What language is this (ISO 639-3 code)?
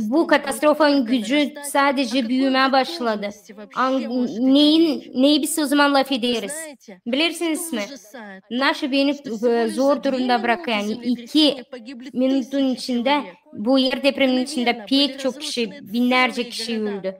gag